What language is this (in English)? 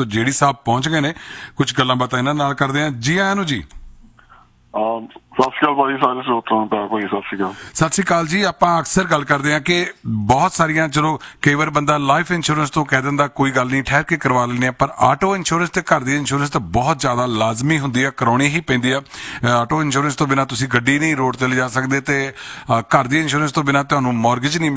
Punjabi